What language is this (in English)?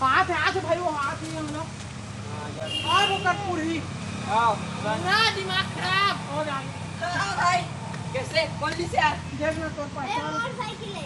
Chhattisgarhi